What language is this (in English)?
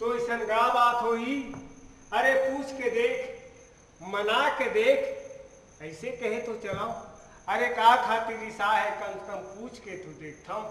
Chhattisgarhi